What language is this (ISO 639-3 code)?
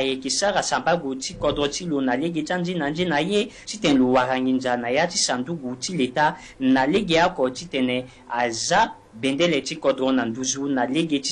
sag